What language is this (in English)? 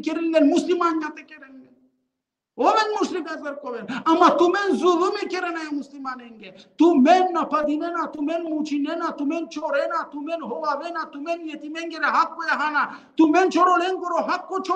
Balkan Romani